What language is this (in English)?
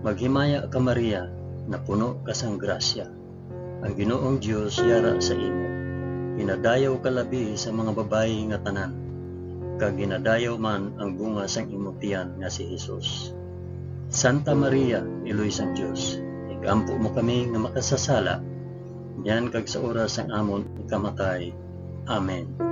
Hiligaynon